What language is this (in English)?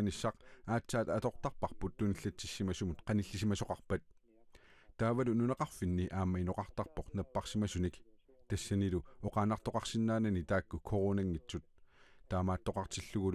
Kalaallisut